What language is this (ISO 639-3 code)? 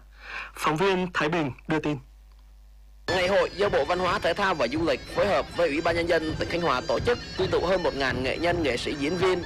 vie